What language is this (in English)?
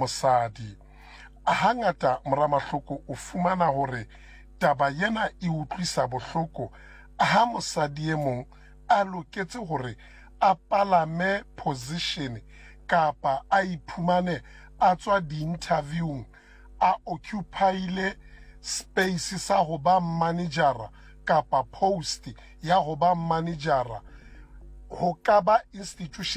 Southern Sotho